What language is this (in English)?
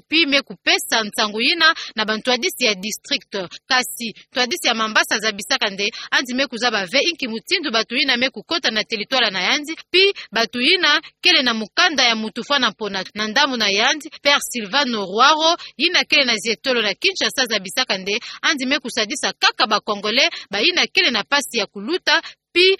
Kituba (Democratic Republic of Congo)